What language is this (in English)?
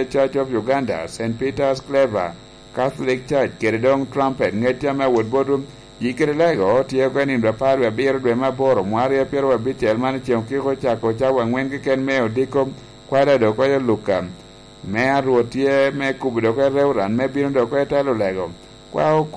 Lango (Uganda)